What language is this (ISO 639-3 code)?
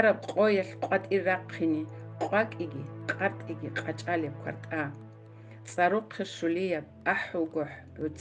ava